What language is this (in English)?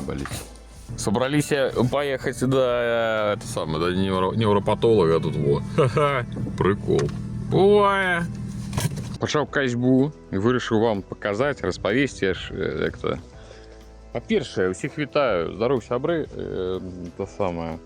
Belarusian